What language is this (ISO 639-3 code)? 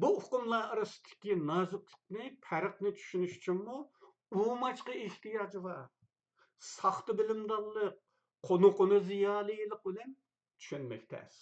uig